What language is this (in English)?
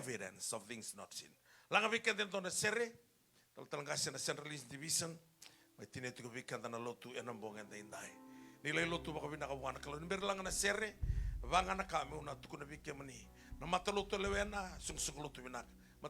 Fijian